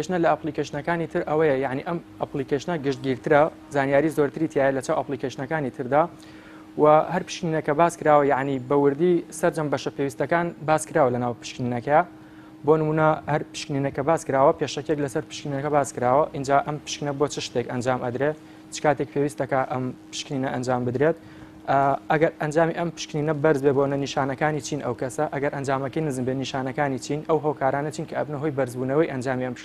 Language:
Central Kurdish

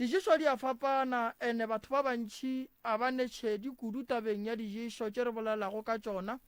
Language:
Northern Sotho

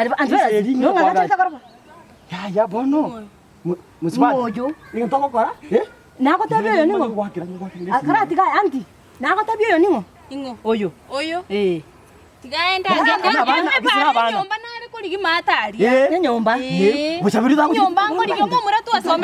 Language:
Gusii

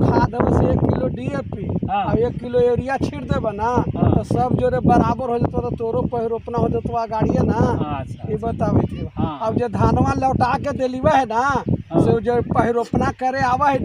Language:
Magahi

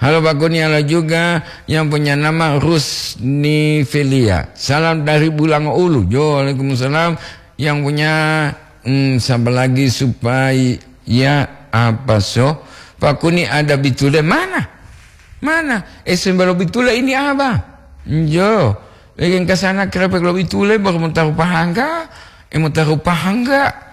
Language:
Gorontalo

